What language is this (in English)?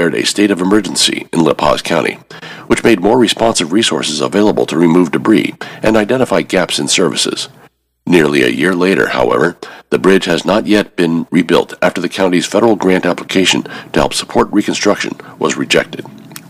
English